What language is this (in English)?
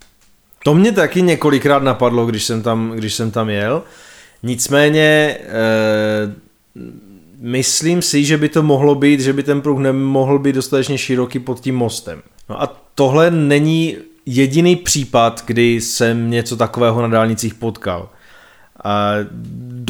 Czech